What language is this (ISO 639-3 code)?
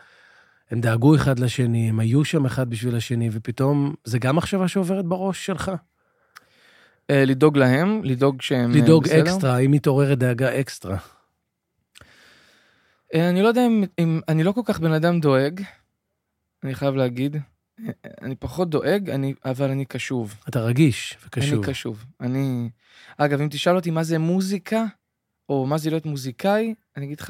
heb